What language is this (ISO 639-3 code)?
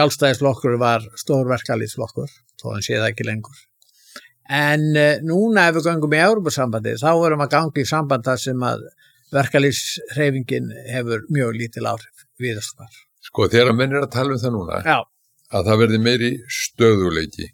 isl